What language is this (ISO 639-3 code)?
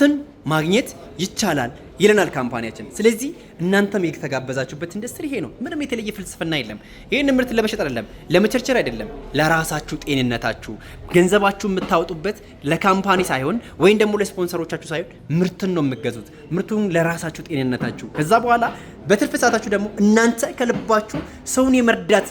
amh